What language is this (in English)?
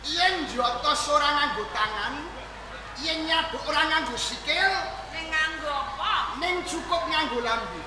Javanese